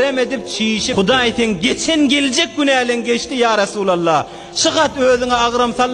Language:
Turkmen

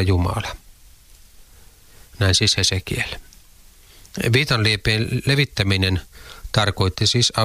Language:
Finnish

